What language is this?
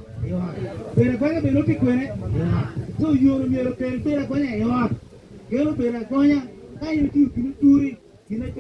Acoli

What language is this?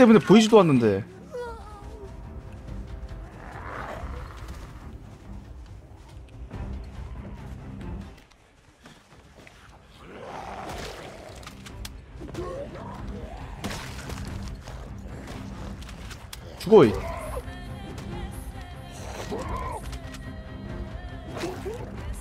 Korean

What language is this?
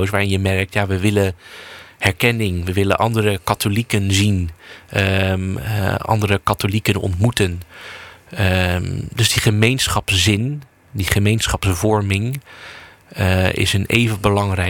Dutch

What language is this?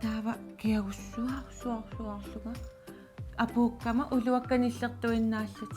Kalaallisut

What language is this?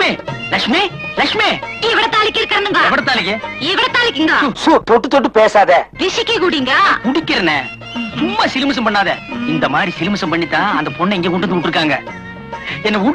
Tamil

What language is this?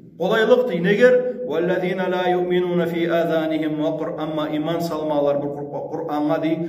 Kumyk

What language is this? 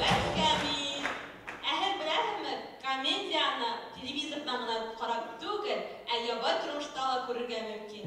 Bashkir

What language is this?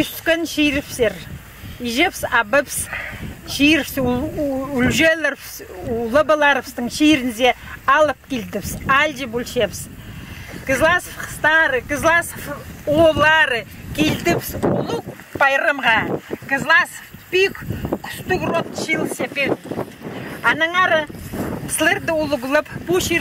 Khakas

